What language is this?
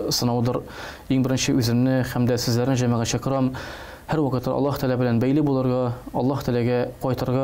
Tatar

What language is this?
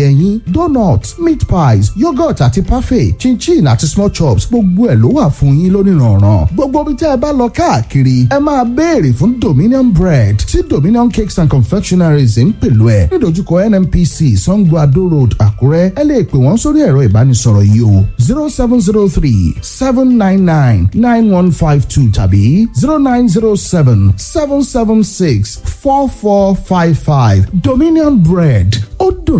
Yoruba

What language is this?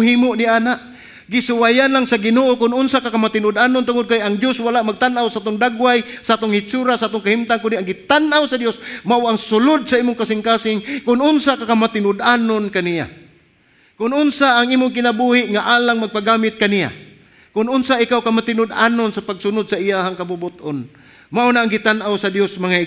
Cebuano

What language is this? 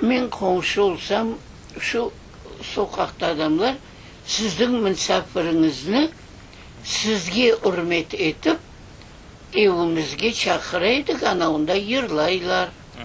Crimean Tatar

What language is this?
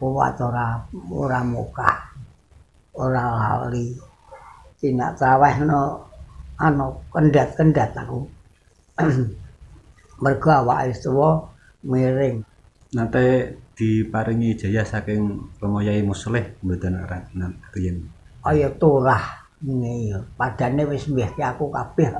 Javanese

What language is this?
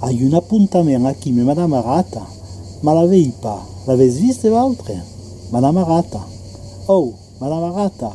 Occitan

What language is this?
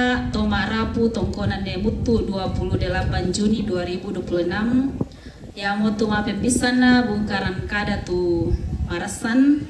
Toraja-Sa'dan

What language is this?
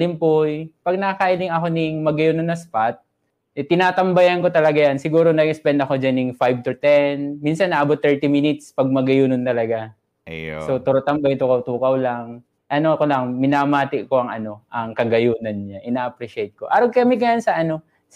Bikol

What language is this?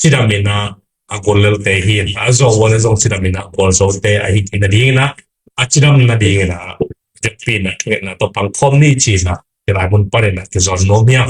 Tedim Chin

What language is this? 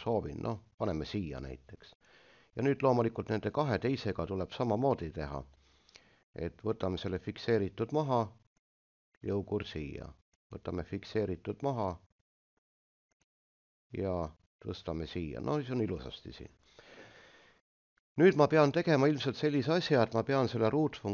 Estonian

